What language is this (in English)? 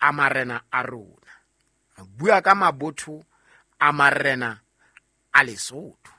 Southern Sotho